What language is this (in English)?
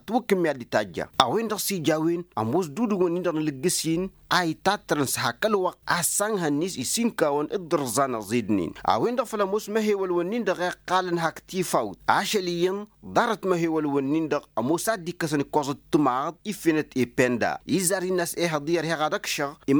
Tamasheq